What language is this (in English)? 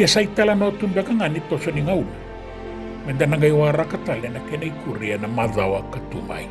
Fijian